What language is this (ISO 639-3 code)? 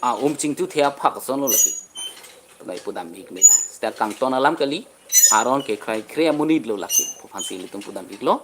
mjw